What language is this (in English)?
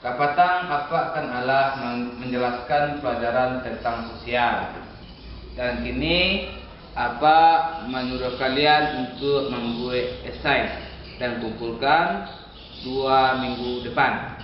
Minangkabau